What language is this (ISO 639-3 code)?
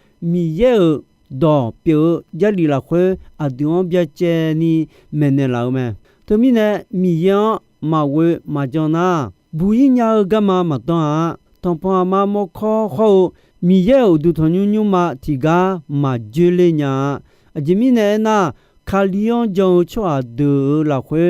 ahk